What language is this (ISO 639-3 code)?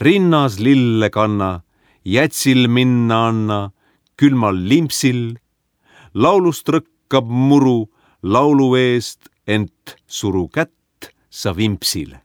est